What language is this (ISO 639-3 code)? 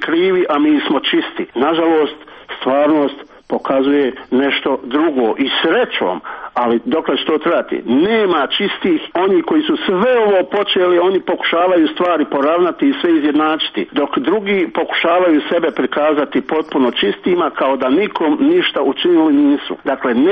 hrv